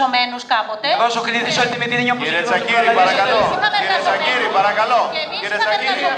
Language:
Greek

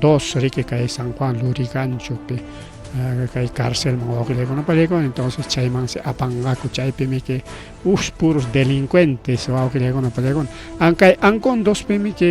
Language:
Ayacucho Quechua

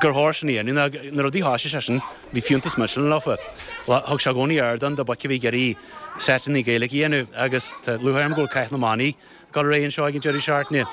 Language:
Irish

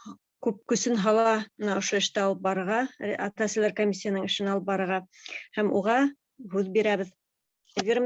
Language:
Bashkir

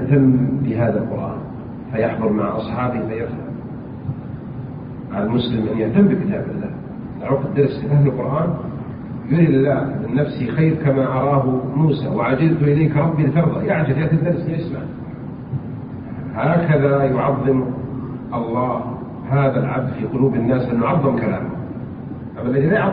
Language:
Arabic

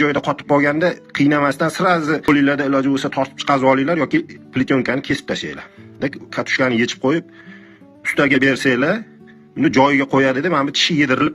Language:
Uzbek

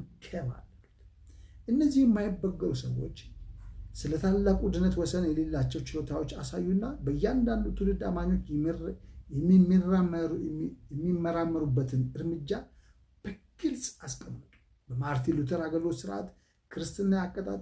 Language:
Amharic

